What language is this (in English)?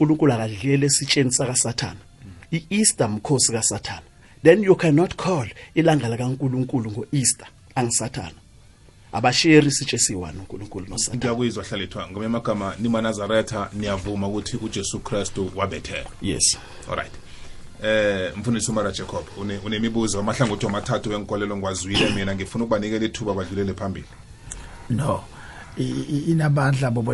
South Ndebele